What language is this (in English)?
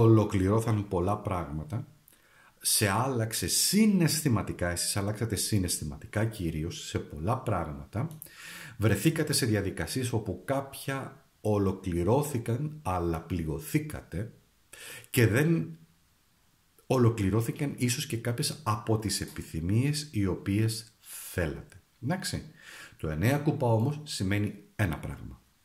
Greek